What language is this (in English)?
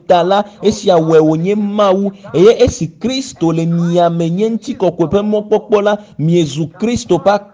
Ewe